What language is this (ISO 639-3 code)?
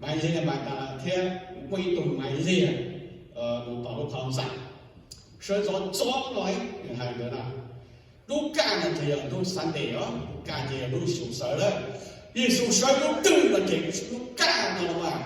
hmn